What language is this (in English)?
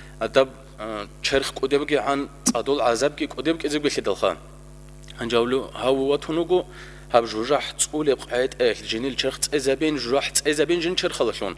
Avaric